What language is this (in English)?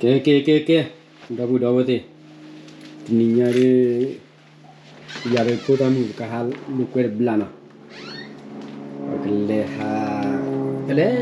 S'gaw Karen